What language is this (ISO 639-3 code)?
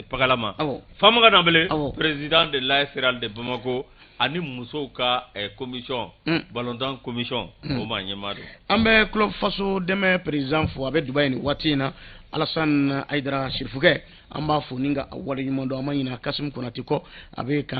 bam